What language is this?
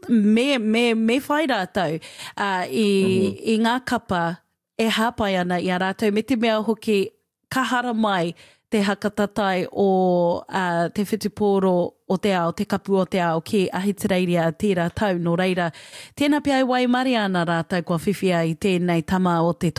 Māori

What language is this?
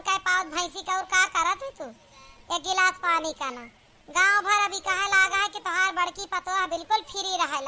Awadhi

